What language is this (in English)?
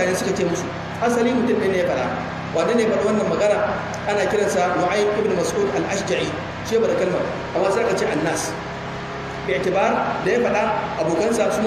Hausa